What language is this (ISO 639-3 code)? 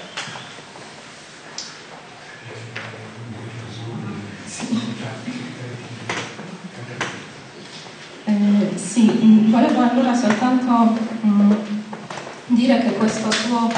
ita